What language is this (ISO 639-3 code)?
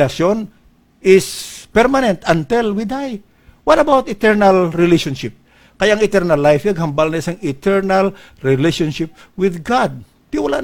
hil